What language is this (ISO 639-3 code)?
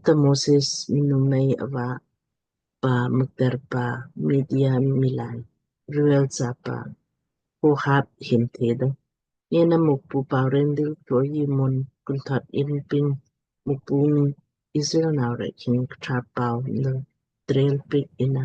lmk